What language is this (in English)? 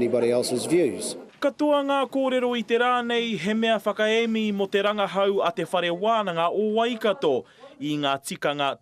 Māori